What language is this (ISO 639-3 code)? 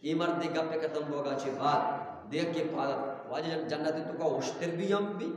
bgp